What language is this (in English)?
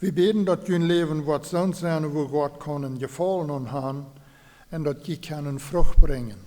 Plautdietsch